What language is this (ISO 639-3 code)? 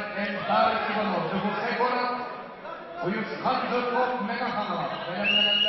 sah